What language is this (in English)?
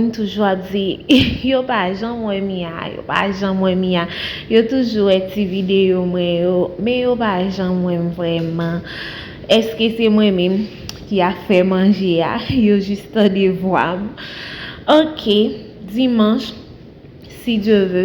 Haitian Creole